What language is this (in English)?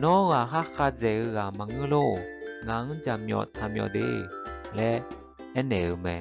Akha